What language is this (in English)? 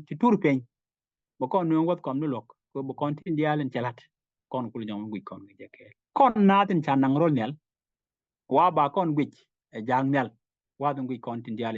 Nuer